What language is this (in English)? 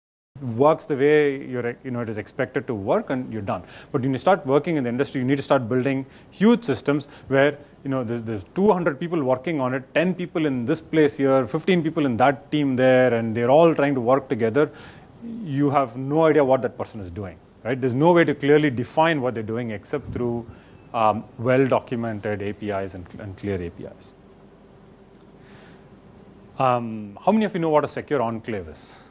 English